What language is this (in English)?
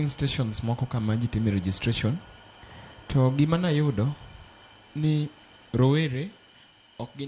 Luo (Kenya and Tanzania)